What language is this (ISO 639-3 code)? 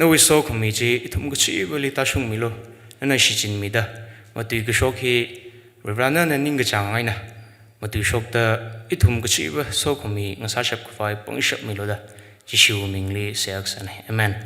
nmf